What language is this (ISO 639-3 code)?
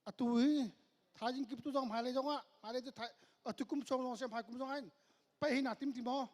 cnh